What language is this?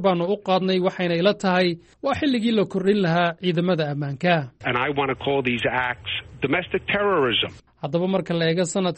Somali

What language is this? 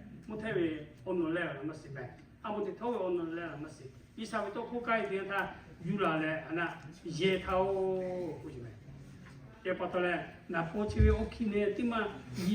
Lahu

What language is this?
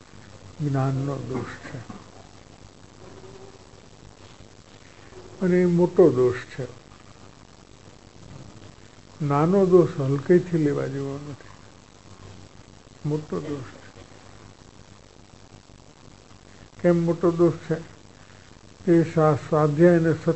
Gujarati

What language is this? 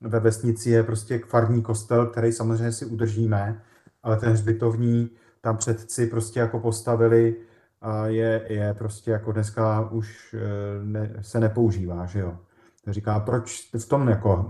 Czech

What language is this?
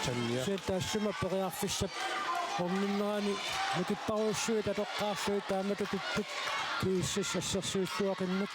Kalaallisut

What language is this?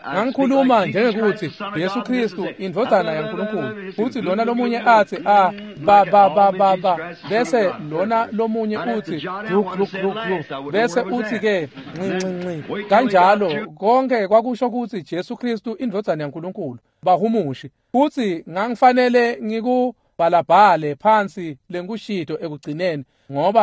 Swati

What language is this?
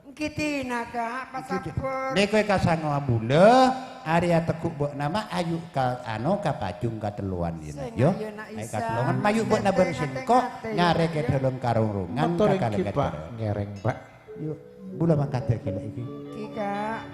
Madurese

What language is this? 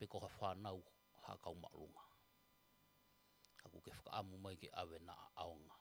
Tongan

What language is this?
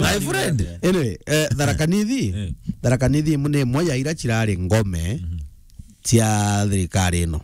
Meru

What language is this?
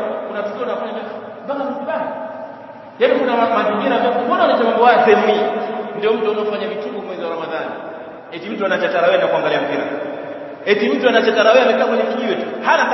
Swahili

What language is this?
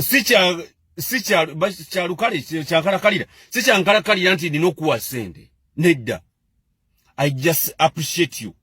Ganda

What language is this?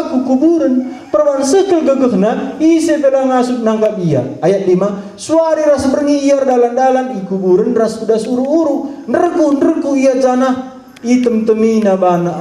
Batak Karo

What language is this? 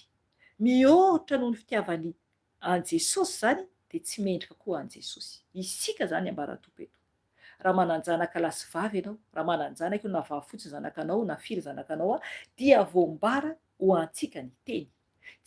Malagasy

